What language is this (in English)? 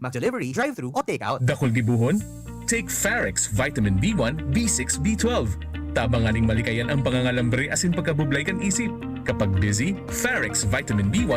Bikol